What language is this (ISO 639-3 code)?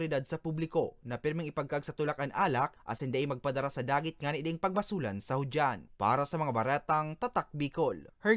bik